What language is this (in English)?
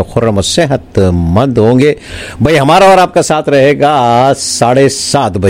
Hindi